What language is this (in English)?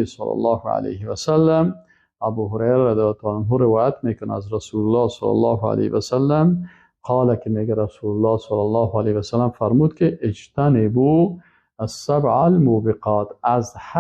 Persian